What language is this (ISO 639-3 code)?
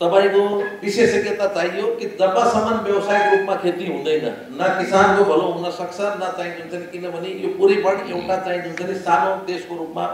nep